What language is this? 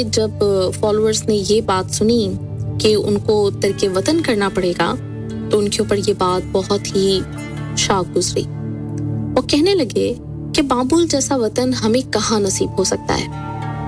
Urdu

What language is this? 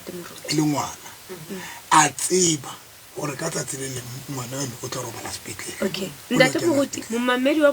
Southern Sotho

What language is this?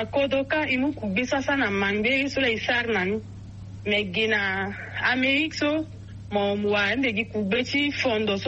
Sango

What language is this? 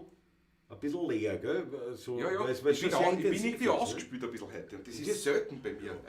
Bavarian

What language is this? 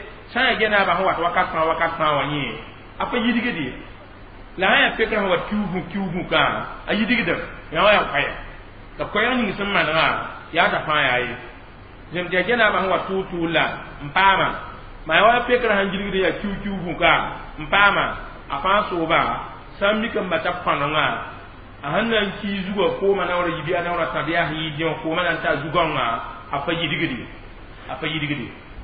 Mossi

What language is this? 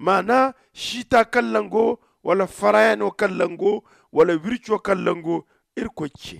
Zarma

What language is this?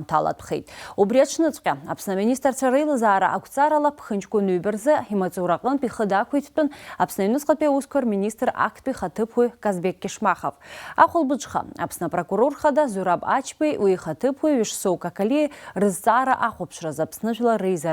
Abkhazian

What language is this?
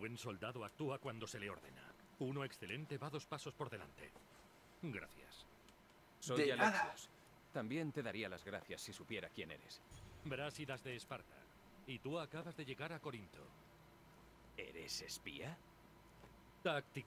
Spanish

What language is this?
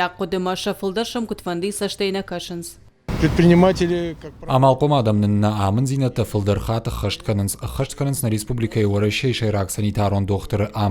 Ossetic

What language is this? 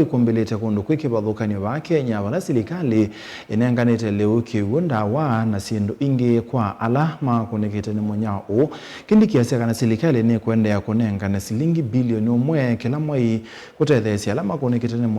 Kamba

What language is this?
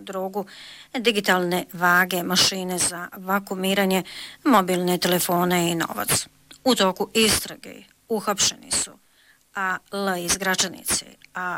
Bosnian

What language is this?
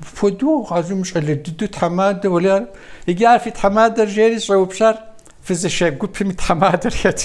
Kabardian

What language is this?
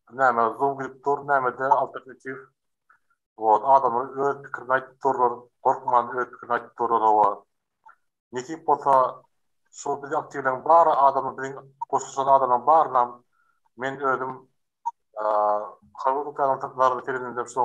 Turkmen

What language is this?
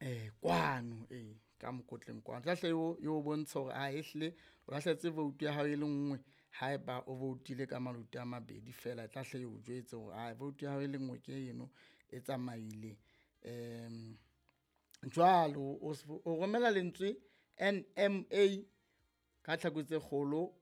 Southern Sotho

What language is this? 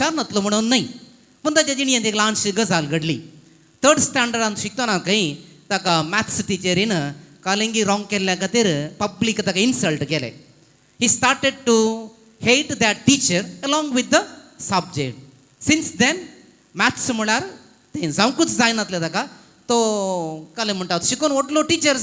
Konkani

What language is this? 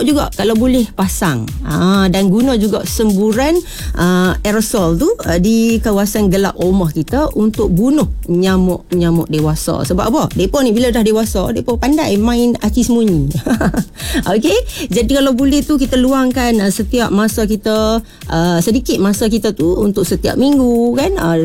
Malay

